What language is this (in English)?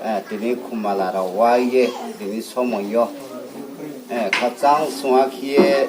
Riang (India)